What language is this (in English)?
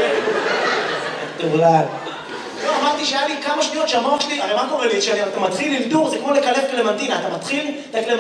Hebrew